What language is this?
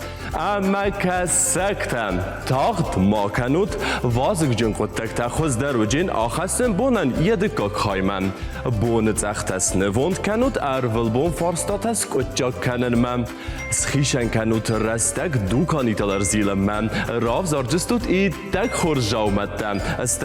Ossetic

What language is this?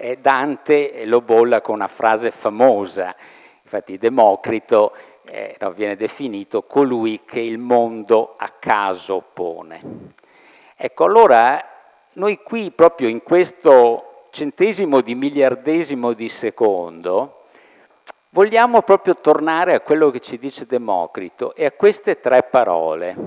Italian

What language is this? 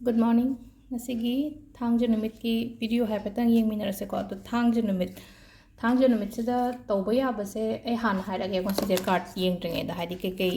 Manipuri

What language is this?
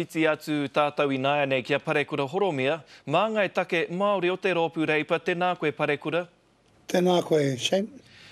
Māori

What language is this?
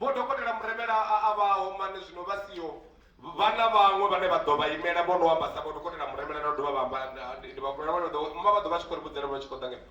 Venda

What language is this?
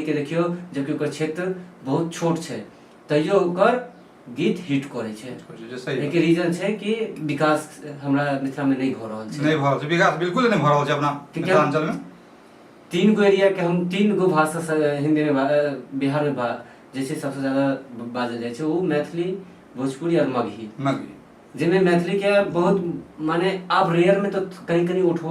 Maithili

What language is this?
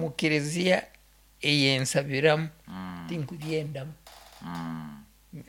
Nyoro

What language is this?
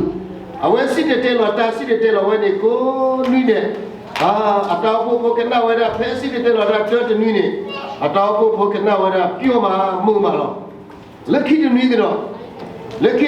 S'gaw Karen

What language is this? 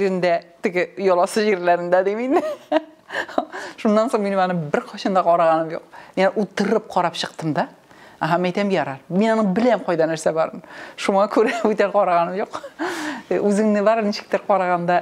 Tatar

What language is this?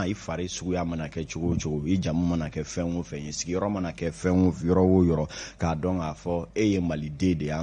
Bambara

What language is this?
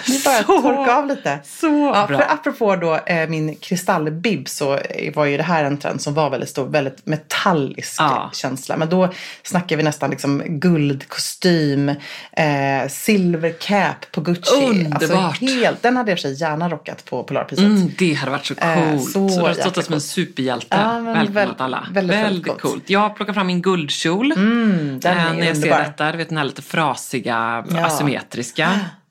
Swedish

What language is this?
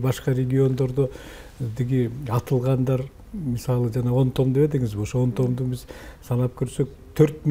Kyrgyz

